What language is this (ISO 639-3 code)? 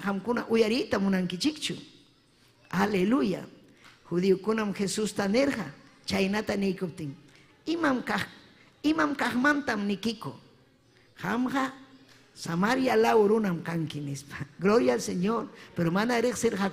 quy